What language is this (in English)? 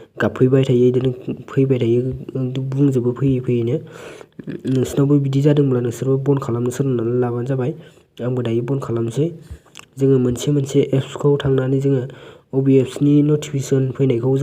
Bodo